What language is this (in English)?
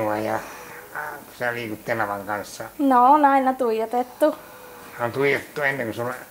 Finnish